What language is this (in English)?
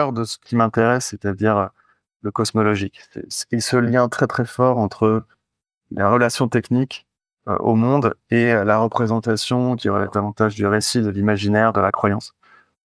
French